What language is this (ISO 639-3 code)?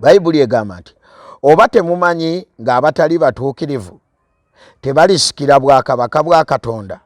lug